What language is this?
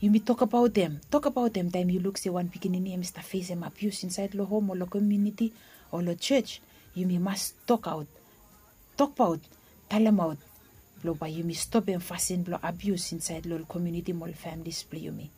Bislama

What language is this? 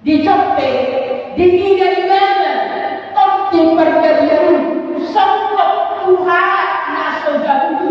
Batak Toba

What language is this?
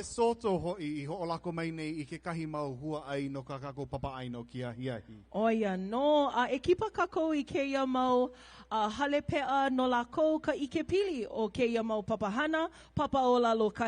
Hawaiian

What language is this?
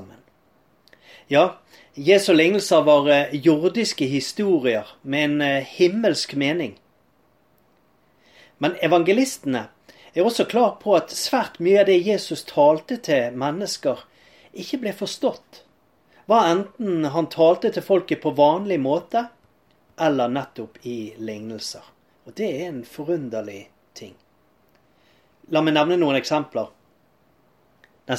Norwegian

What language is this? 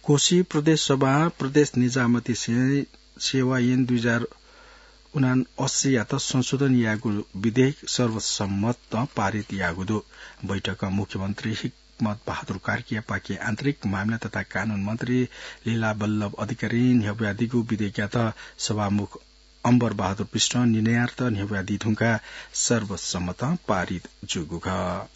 Newari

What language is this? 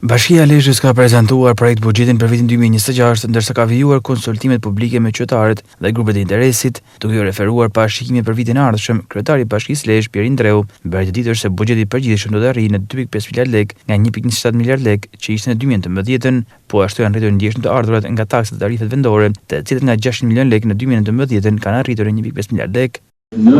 Albanian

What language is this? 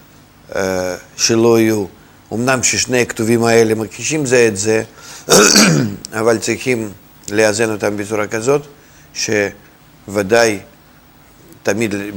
Hebrew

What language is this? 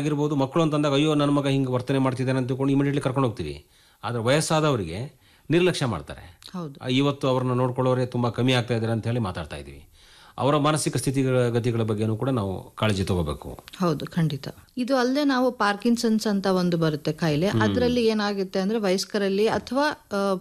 Kannada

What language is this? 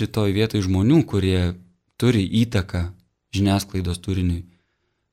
Lithuanian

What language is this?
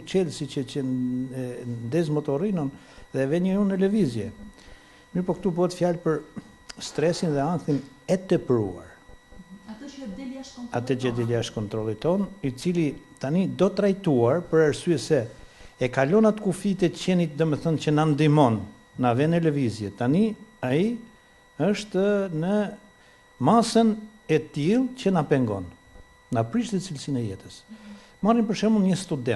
Albanian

